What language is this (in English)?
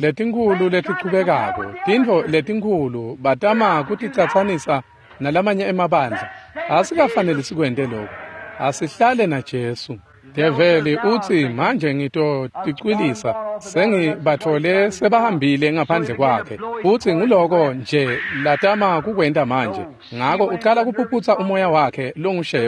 Swati